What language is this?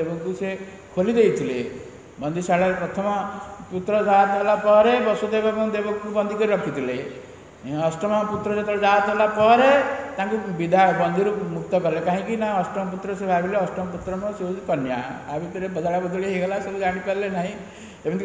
Odia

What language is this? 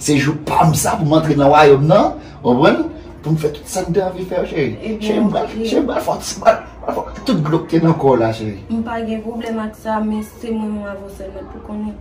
Haitian Creole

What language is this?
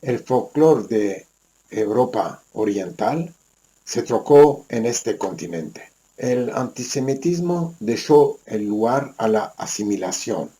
Ladino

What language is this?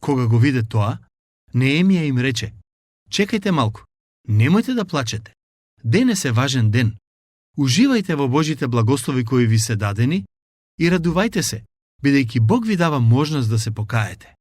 Macedonian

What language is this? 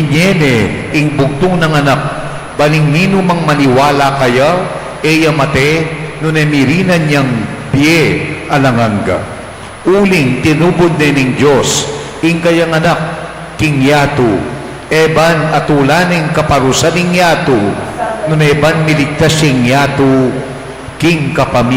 Pampanga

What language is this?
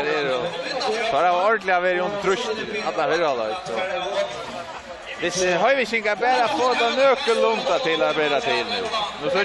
Faroese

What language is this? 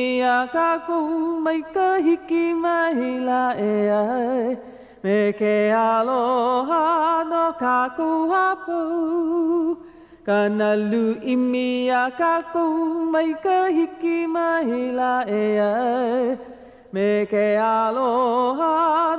Hawaiian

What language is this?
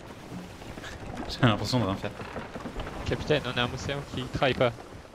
French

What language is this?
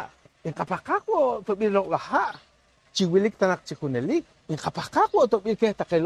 Poqomchi'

